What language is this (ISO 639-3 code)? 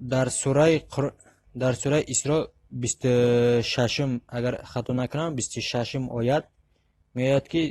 tgk